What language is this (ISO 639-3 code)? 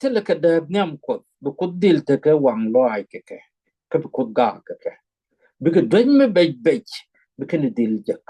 nus